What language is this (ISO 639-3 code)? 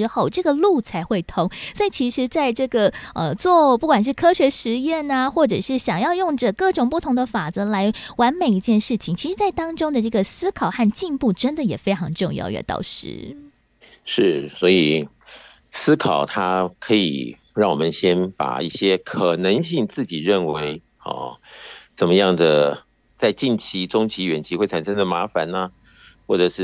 zho